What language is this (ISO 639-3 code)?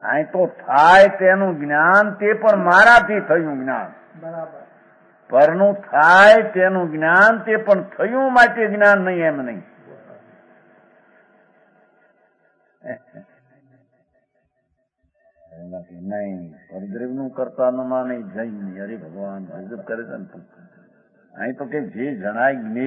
guj